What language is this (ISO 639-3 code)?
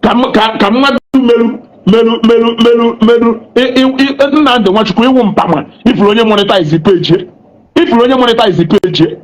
ibo